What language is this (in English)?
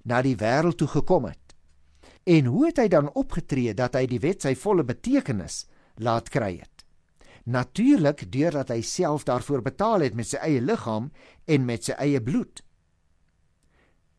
Afrikaans